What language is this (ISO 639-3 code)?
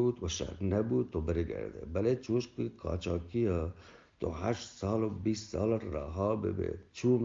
bgp